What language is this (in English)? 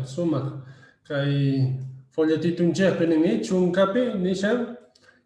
Quechua